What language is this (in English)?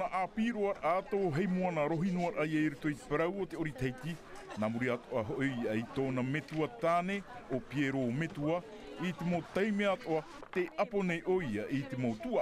Tahitian